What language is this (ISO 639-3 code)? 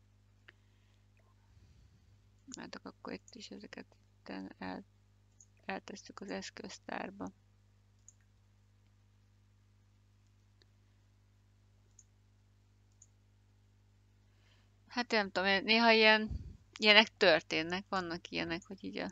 hun